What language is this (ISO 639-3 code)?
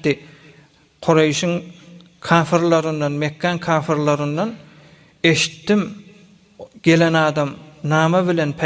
tuk